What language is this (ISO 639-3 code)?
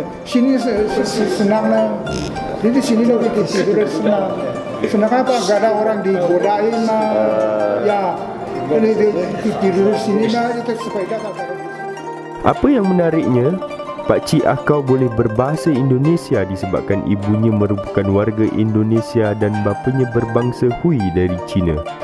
msa